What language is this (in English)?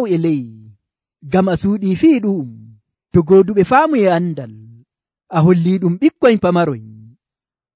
Nigerian Fulfulde